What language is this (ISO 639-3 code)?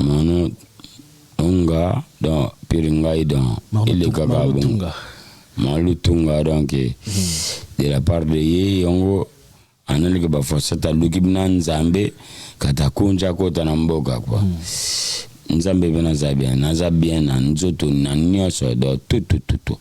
lin